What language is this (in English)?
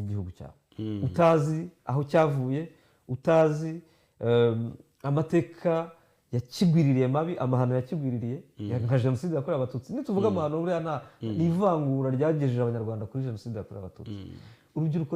Kinyarwanda